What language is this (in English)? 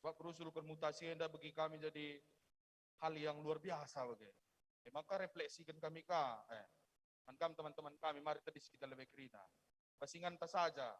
Batak Karo